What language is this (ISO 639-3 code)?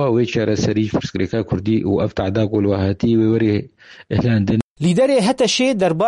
kur